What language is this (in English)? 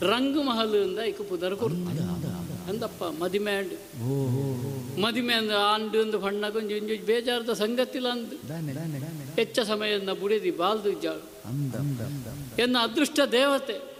Tulu